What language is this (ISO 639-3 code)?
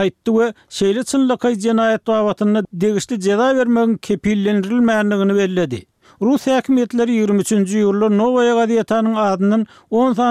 tuk